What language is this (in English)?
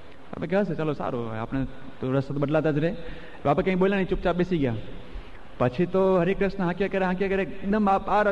Gujarati